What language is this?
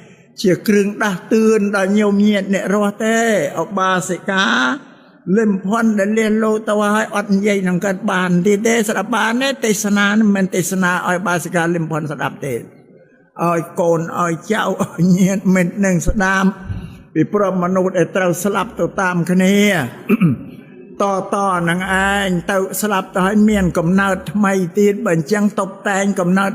Khmer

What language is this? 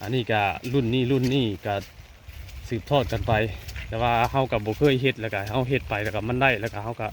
Northeastern Thai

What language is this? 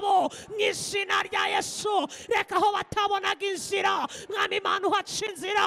Kinyarwanda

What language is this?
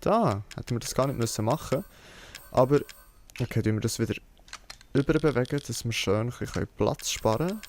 Swiss German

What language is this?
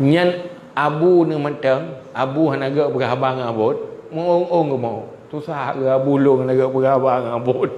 Achinese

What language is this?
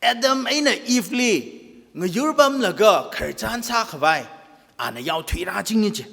Tangkhul Naga (India)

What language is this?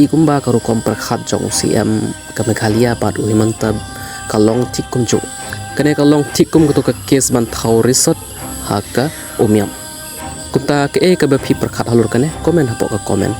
Khasi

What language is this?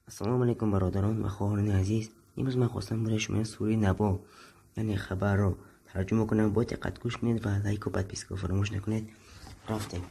Tajik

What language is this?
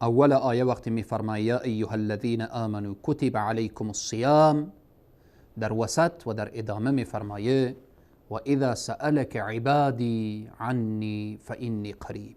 Persian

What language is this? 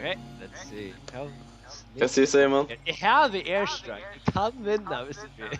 Faroese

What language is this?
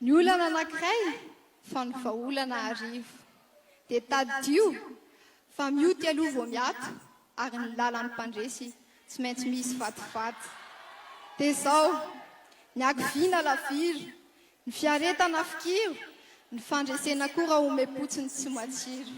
Malagasy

